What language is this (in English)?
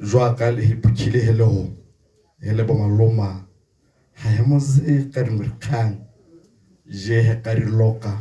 Tswana